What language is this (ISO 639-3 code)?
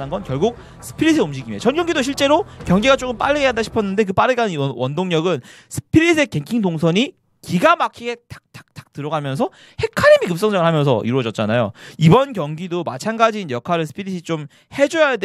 kor